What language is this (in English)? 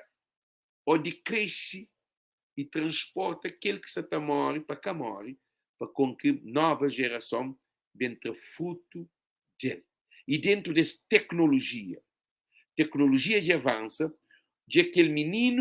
Kabuverdianu